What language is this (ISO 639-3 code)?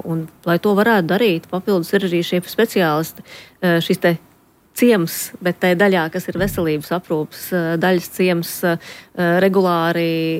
lav